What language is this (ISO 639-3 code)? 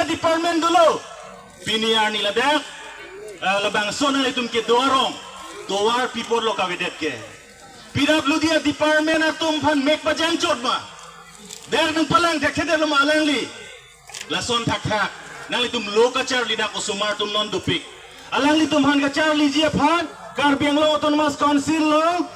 mjw